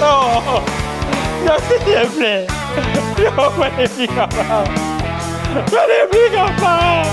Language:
Morisyen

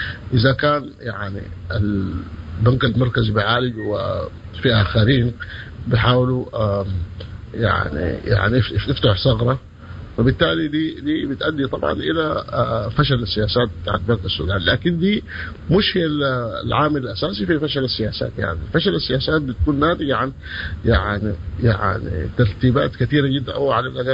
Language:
Sudanese Arabic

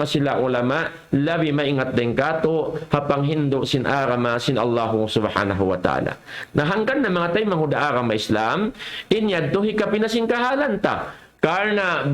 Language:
Tausug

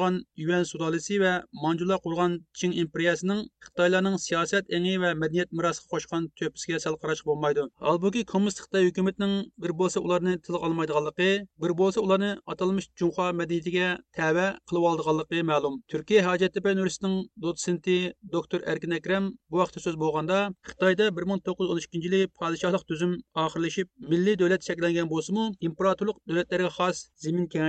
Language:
Uyghur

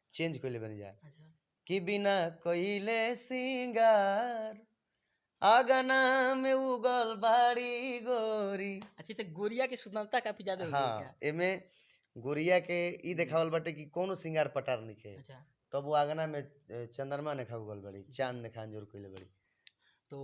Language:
Bhojpuri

